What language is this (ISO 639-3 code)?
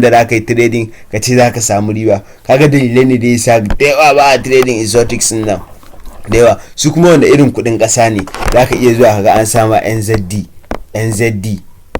hau